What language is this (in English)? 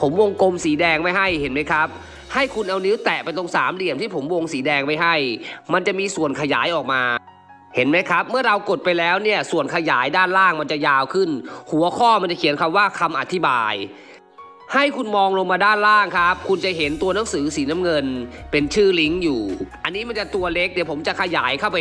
Thai